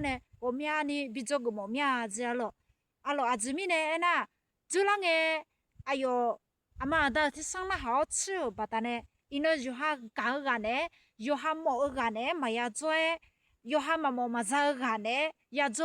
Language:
Akha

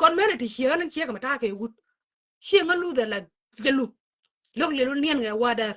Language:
Nuer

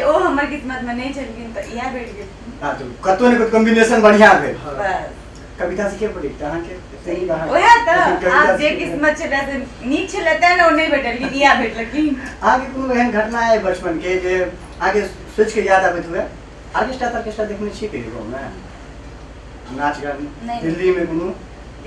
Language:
Maithili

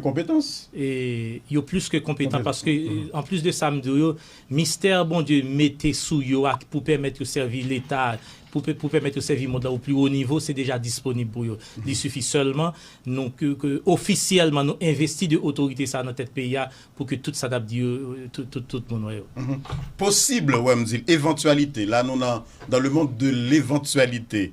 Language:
Haitian Creole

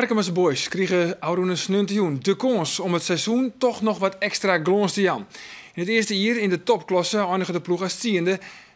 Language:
Western Frisian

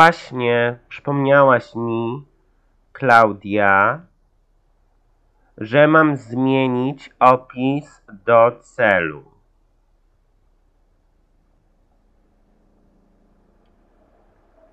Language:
Polish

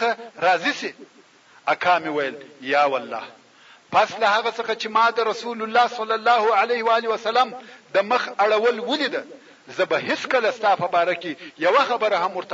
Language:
Pashto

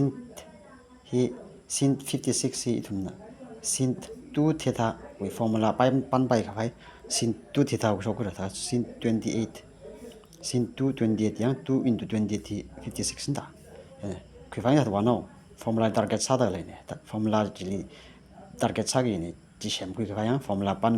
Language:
Tangkhul Naga (India)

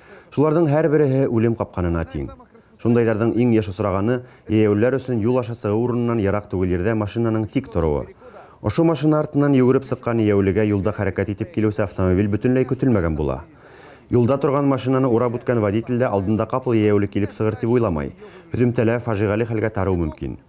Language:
Bashkir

